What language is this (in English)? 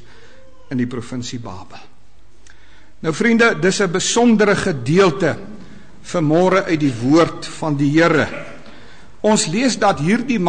Afrikaans